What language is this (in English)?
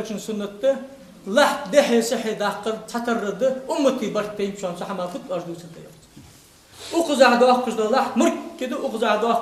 Ingush